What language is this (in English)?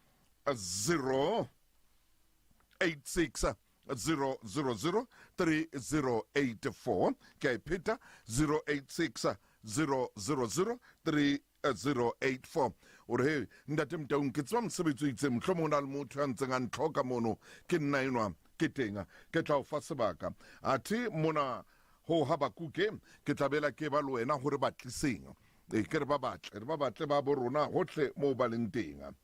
Southern Sotho